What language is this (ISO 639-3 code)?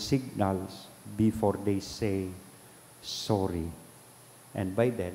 bik